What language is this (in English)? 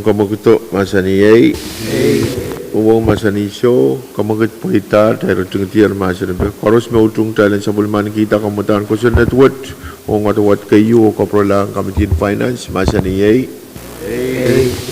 Pohnpeian